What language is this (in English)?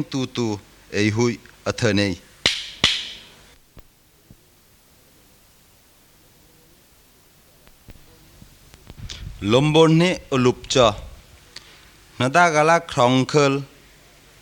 Thai